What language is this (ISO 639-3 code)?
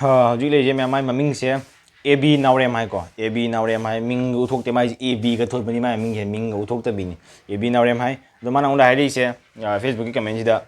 mni